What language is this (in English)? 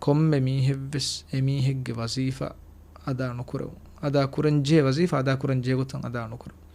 Divehi